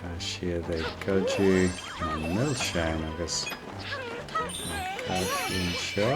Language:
Irish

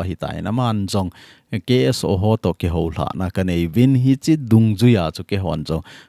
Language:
Thado Chin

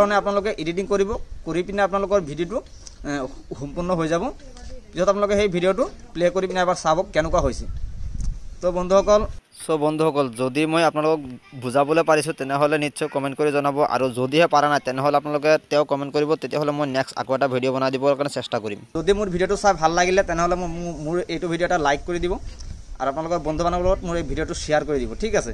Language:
Assamese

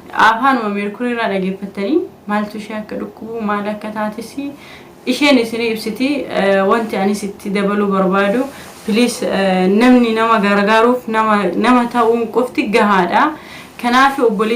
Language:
Oromo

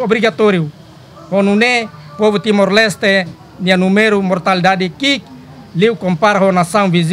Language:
Tetum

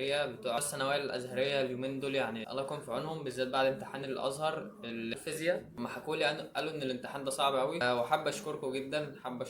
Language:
Egyptian Arabic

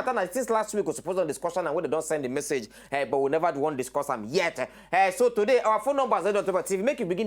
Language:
Nigerian Pidgin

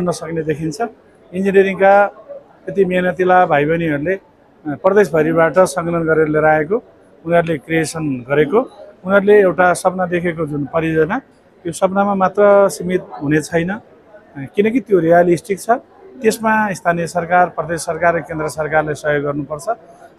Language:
Nepali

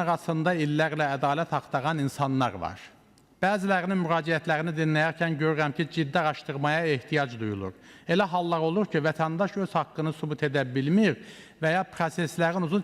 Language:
Azerbaijani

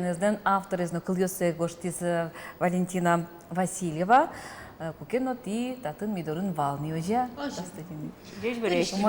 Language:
Udmurt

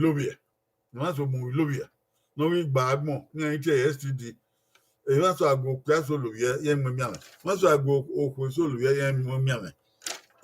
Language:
Bini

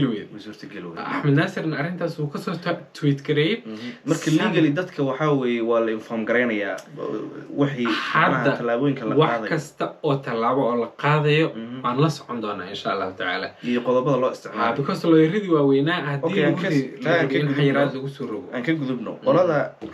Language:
Somali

